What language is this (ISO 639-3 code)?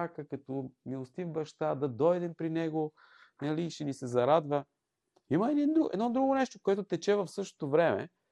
bul